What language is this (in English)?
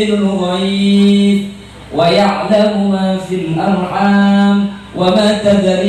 Madurese